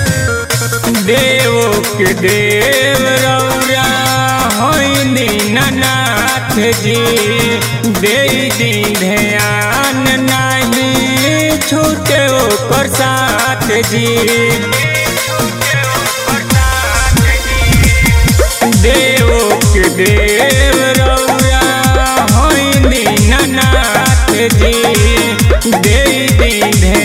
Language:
Bhojpuri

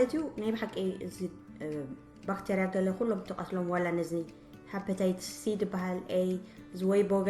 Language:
Tigrinya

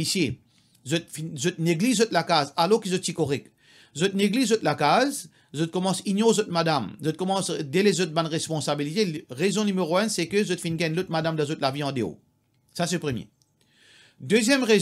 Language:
Morisyen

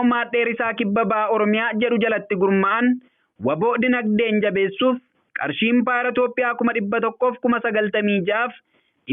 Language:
Oromo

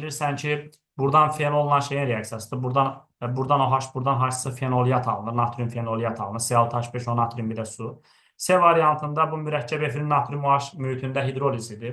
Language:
Azerbaijani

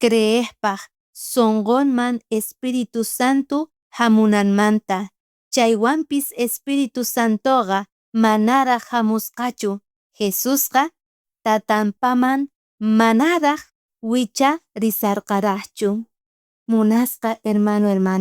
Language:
South Bolivian Quechua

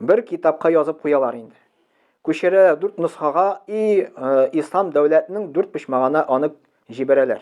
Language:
Tatar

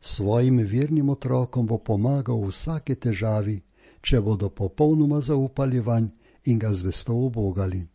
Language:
Slovenian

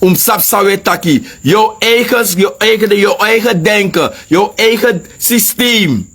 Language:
Sranan Tongo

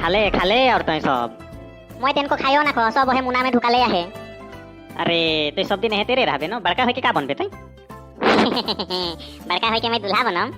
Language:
Sadri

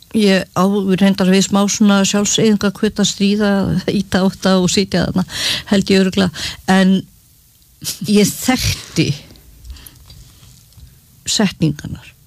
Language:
Icelandic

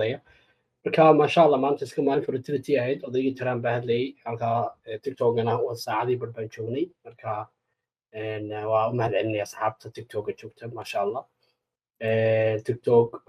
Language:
Somali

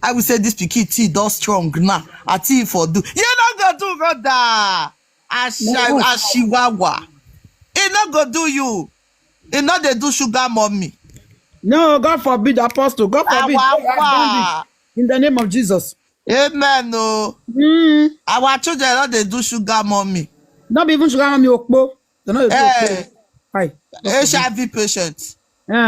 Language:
Nigerian Pidgin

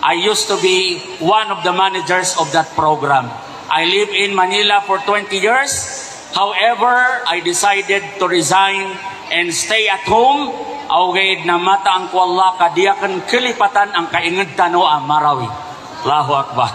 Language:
Maranao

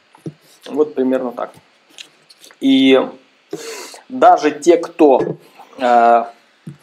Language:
Russian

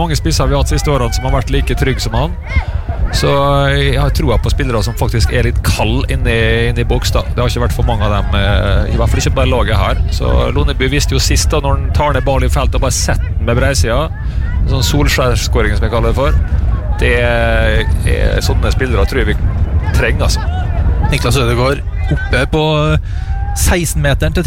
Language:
Norwegian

